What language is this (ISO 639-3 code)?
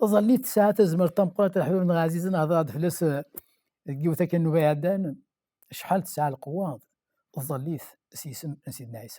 kab